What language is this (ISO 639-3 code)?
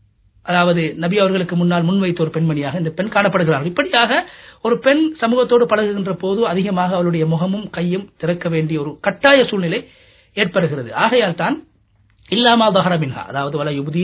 tam